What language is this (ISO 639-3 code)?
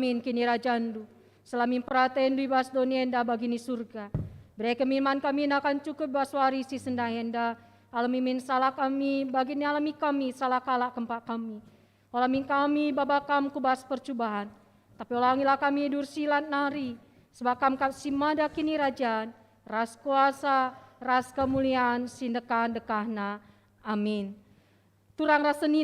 btx